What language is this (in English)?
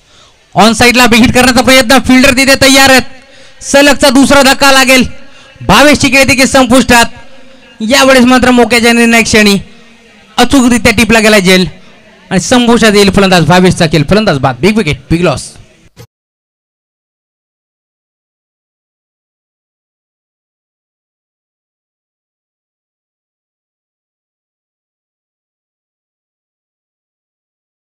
Marathi